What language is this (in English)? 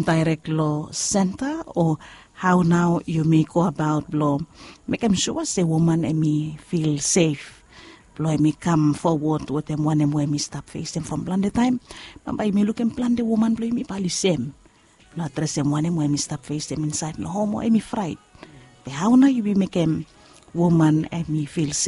Bislama